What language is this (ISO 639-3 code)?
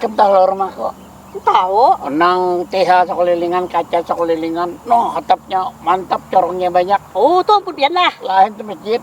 bjn